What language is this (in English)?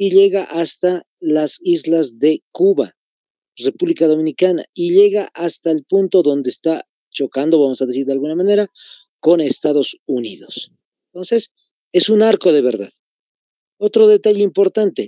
Spanish